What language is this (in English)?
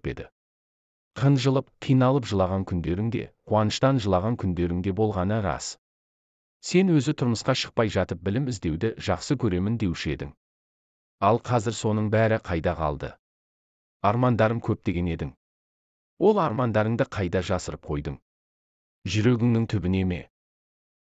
Kazakh